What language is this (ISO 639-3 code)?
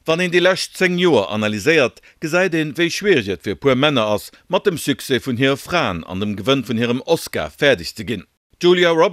ltz